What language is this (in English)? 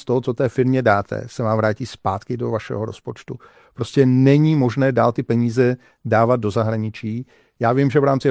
Czech